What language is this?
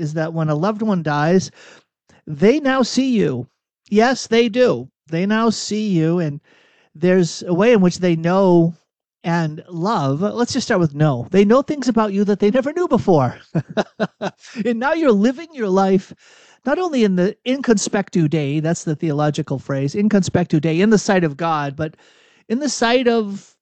English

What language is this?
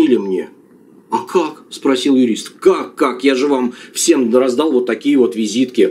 Russian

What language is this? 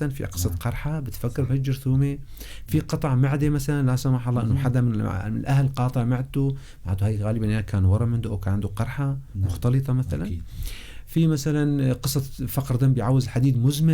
North Levantine Arabic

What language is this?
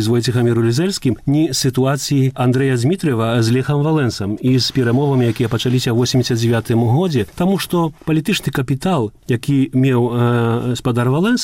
Belarusian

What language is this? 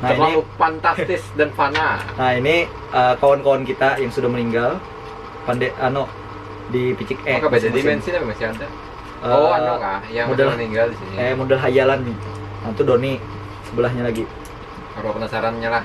Banjar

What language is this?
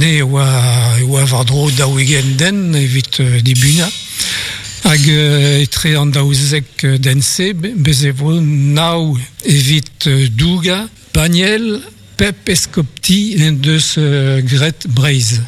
Breton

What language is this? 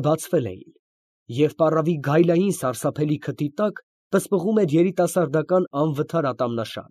Armenian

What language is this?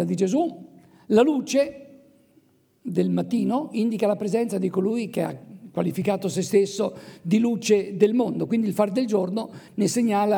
Italian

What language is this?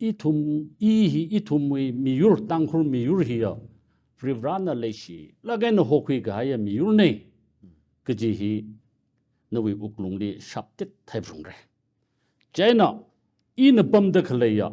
Tangkhul Naga (India)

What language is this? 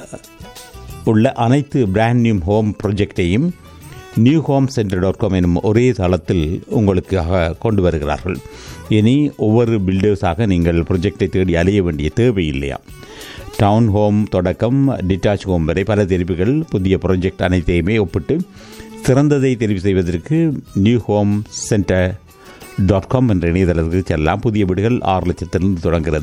Tamil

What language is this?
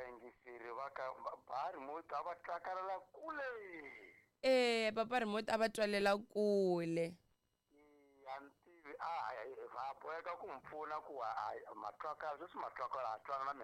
Tsonga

